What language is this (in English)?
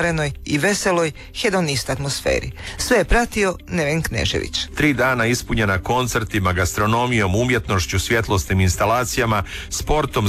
Croatian